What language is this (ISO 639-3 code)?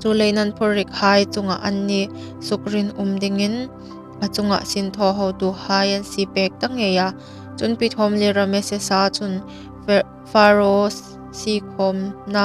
hmr